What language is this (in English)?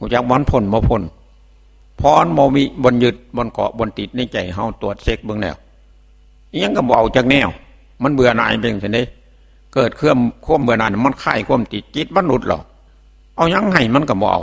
Northeastern Thai